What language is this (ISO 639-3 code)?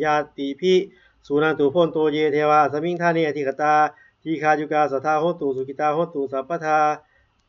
pli